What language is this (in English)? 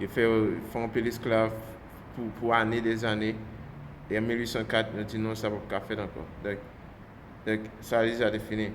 Haitian Creole